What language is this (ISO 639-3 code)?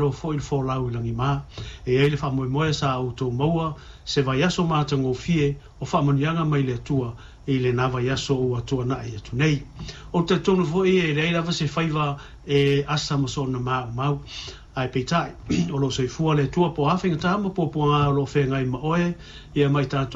smo